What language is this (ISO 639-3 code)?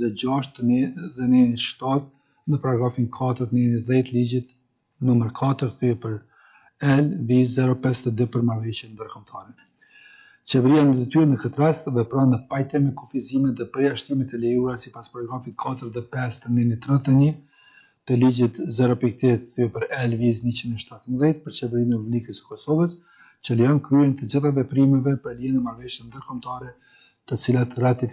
sqi